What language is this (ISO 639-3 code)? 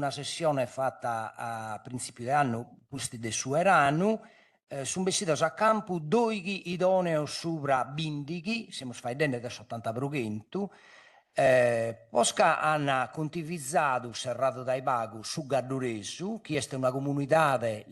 srd